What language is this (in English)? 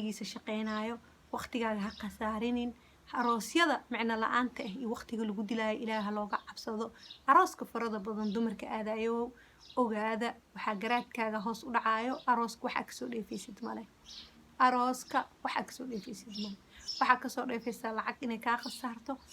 Somali